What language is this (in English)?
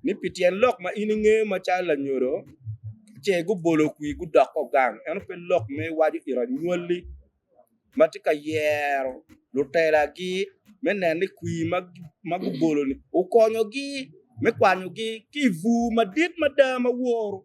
Acoli